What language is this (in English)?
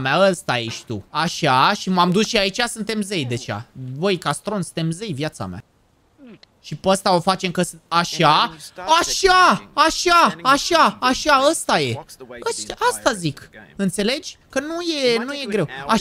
Romanian